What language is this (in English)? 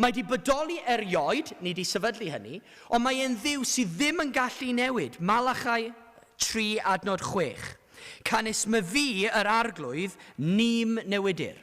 Welsh